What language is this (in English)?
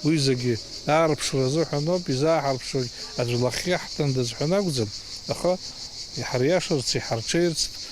Abkhazian